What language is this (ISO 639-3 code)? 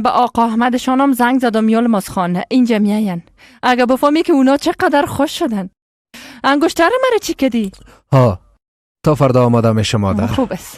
fas